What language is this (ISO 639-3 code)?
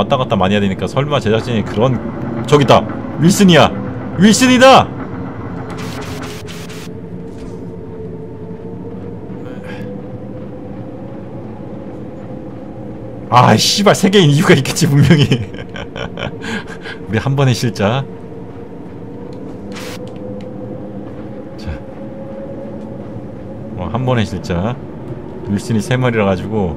kor